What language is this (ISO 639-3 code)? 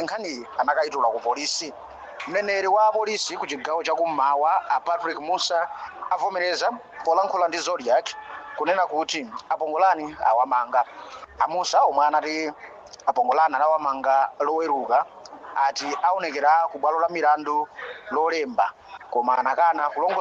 nya